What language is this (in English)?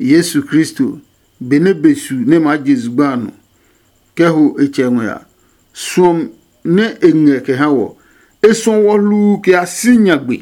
Adangme